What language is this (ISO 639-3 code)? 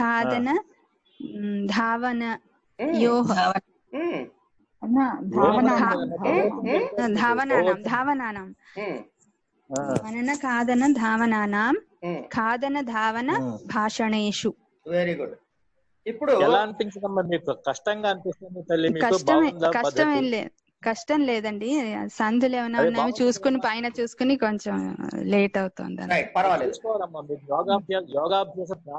tel